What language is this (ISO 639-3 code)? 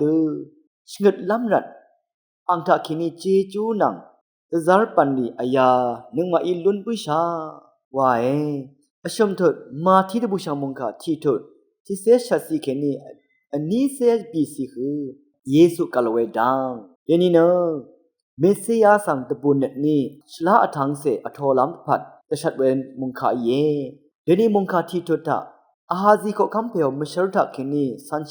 raw